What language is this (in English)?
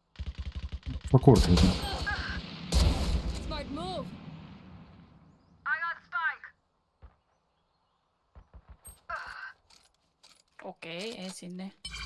Finnish